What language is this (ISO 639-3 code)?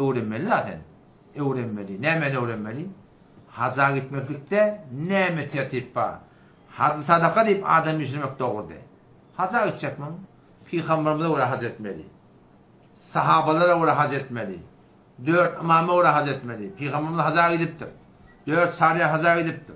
tuk